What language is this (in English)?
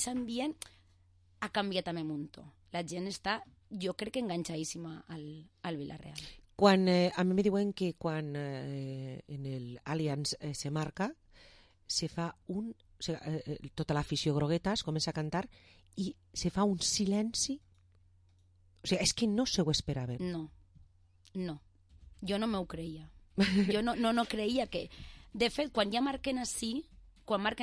Catalan